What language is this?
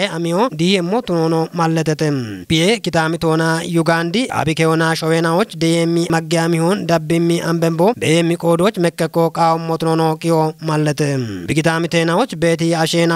Kafa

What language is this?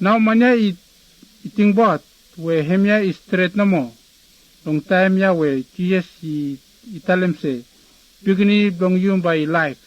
Bislama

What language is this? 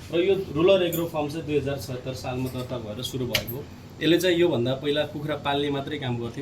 Nepali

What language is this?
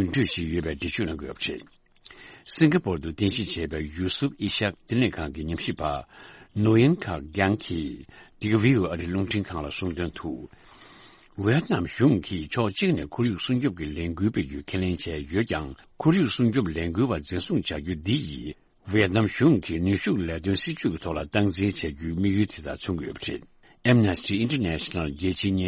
Tibetan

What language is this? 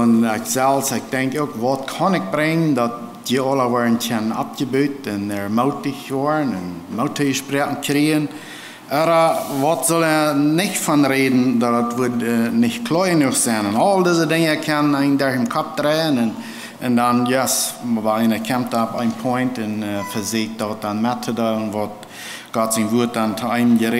Plautdietsch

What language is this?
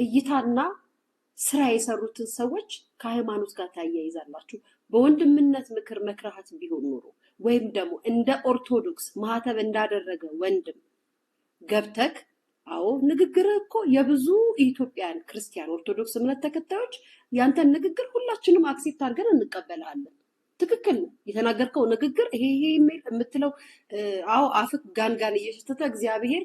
Amharic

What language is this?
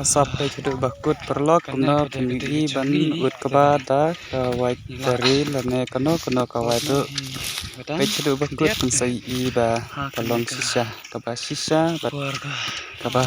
Khasi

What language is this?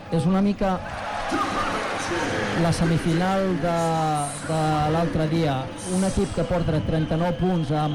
Catalan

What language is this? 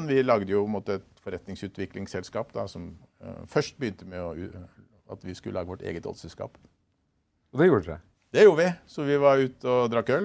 Norwegian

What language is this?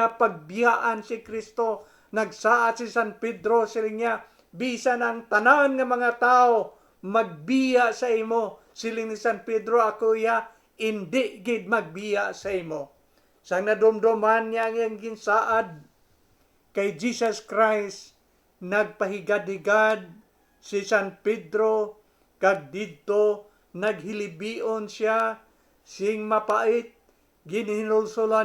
Hiligaynon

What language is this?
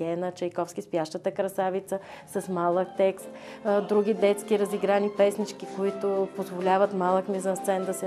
Bulgarian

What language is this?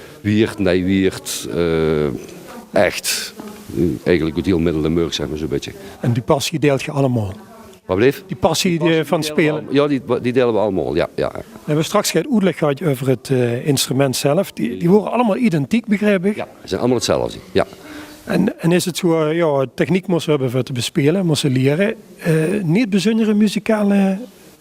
Limburgish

